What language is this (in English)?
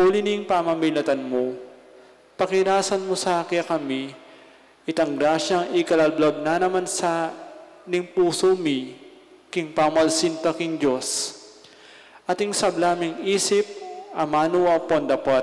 Pampanga